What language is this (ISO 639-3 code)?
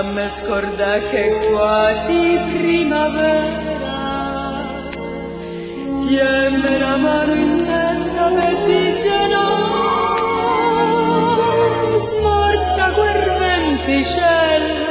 ita